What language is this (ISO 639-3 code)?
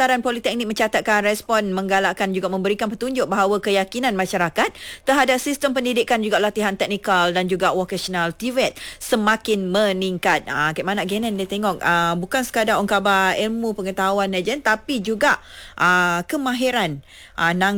msa